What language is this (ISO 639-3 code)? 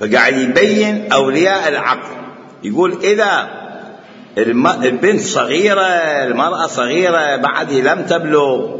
acm